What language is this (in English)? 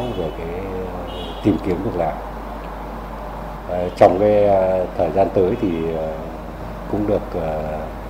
Vietnamese